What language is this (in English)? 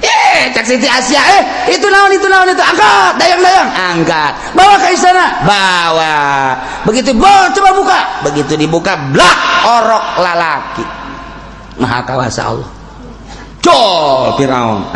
Sundanese